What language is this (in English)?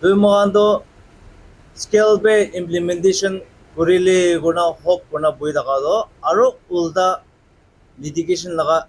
Naga Pidgin